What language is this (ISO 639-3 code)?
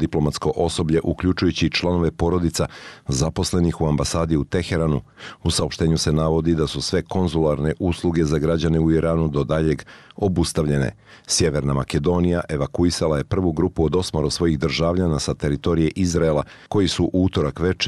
bos